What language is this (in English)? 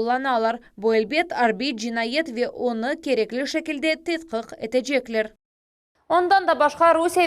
Crimean Tatar